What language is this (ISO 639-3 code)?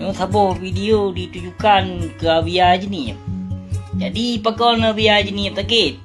ace